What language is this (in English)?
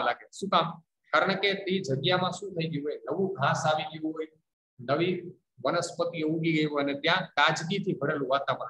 Gujarati